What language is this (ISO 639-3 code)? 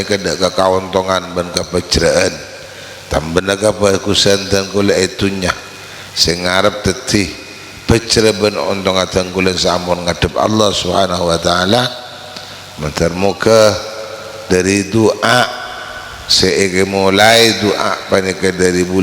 mad